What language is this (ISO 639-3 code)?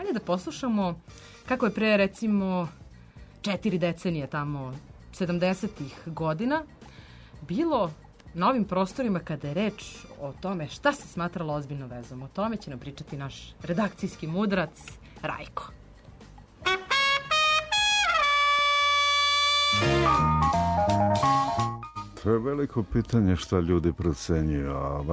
srp